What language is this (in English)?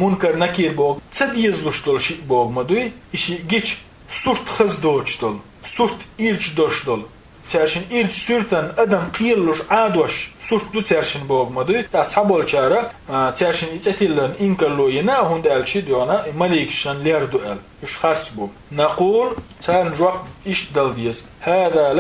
Chechen